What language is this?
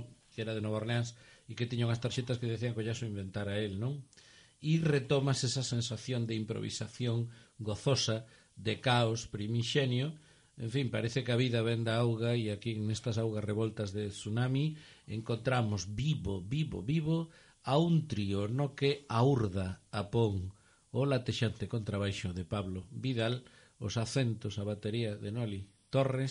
Galician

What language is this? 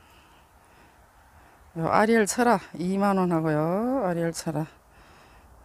Korean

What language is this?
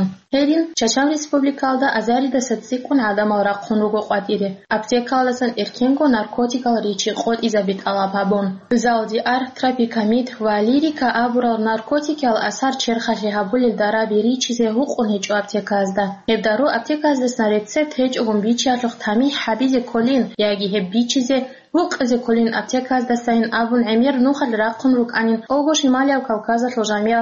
Avaric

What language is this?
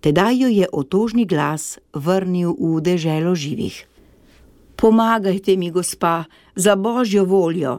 Slovenian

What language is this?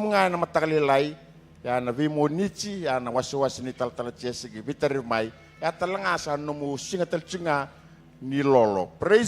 Fijian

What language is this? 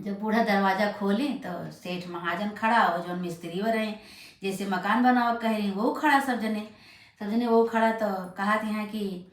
Awadhi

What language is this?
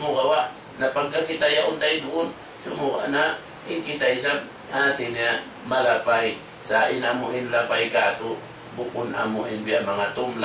Tausug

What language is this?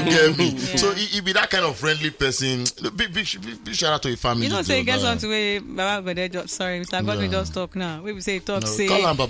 Nigerian Pidgin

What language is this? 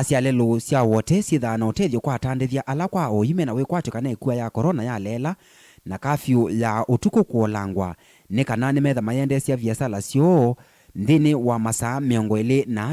Kamba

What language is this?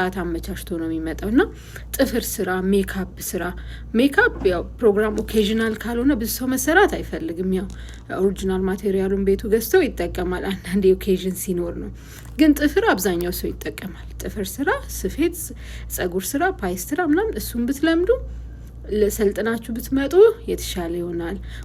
Amharic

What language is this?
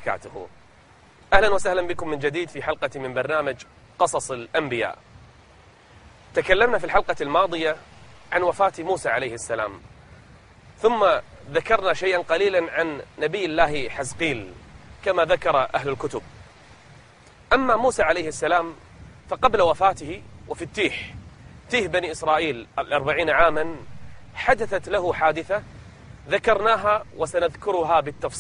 Arabic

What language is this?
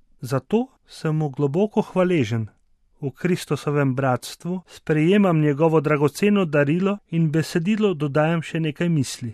Slovenian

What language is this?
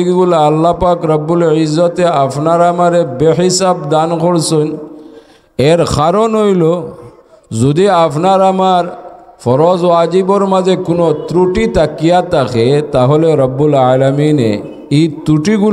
Sylheti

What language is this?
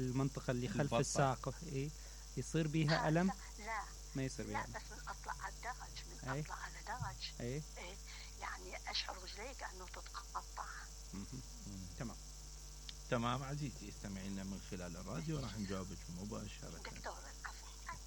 Mesopotamian Arabic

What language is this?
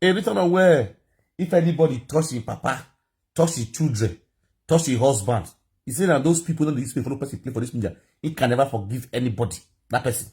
Nigerian Pidgin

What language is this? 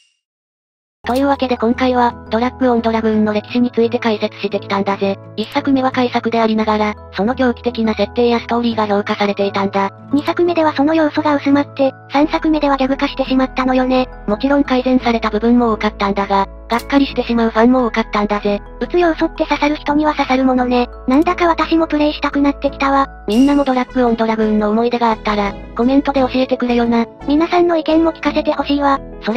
Japanese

